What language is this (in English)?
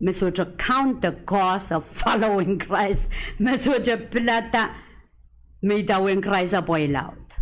Pohnpeian